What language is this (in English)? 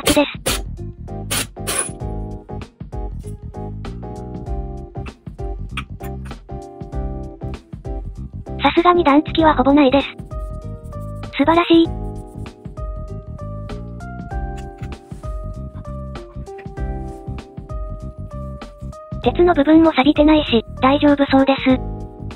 Japanese